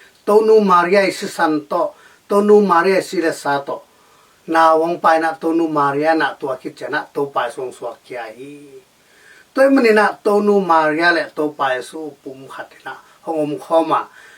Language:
Tedim Chin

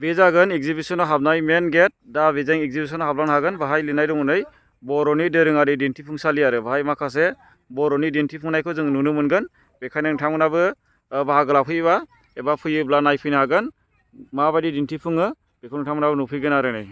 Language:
Bodo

